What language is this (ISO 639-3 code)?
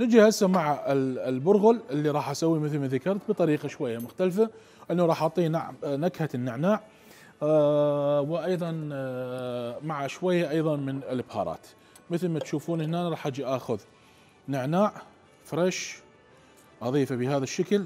acm